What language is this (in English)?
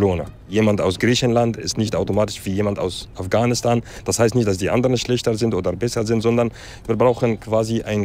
German